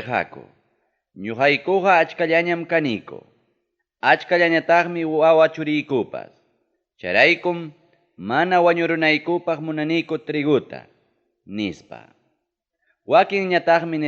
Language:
Ayacucho Quechua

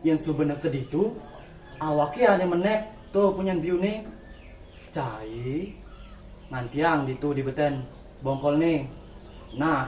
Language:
Balinese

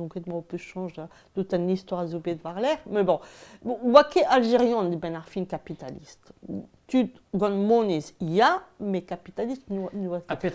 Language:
Breton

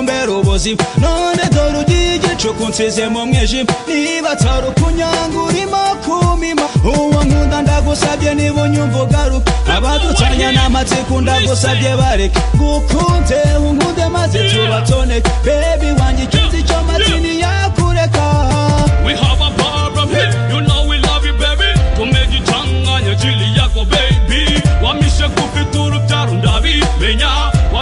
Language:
Kinyarwanda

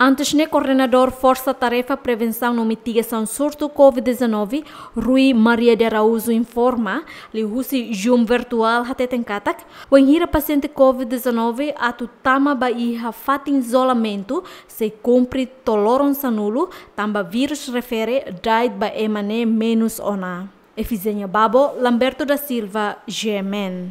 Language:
Tetum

